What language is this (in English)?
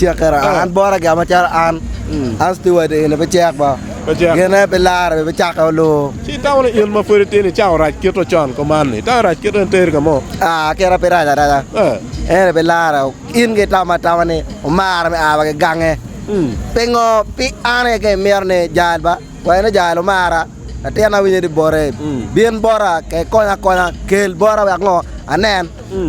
Acoli